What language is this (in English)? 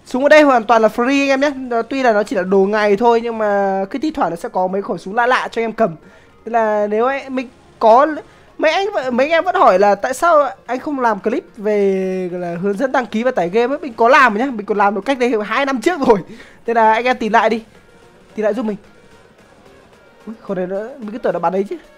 Vietnamese